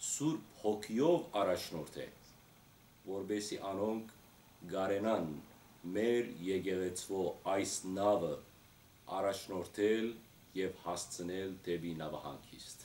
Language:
Western Armenian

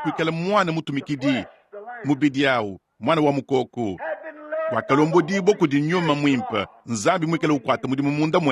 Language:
Luba-Lulua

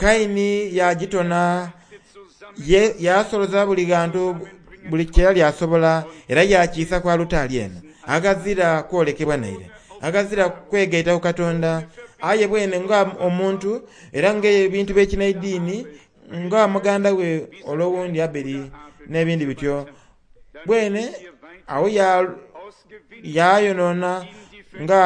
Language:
Soga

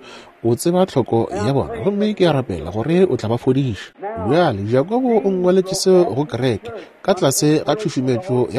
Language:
Northern Sotho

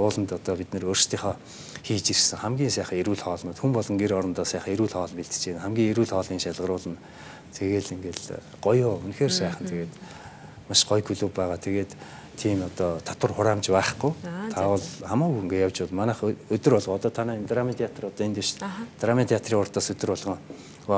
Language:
Mongolian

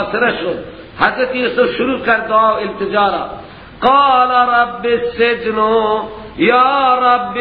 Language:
Persian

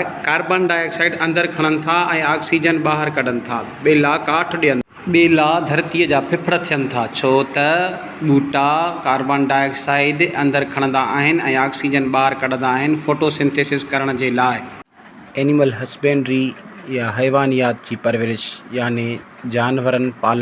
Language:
Sindhi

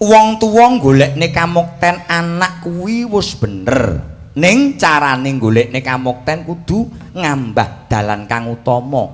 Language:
Javanese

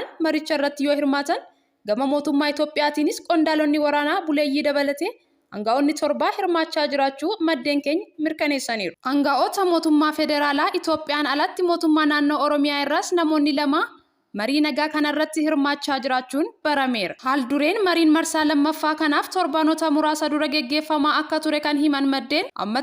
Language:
Oromo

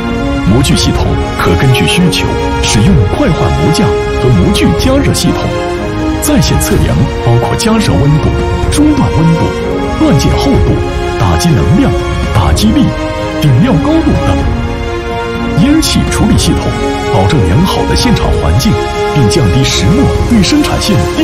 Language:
Chinese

